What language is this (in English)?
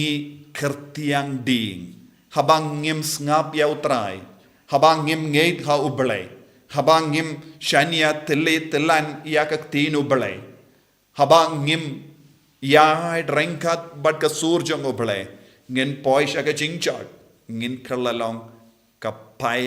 Khasi